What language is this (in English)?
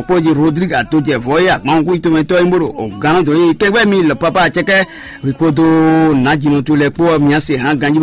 Fon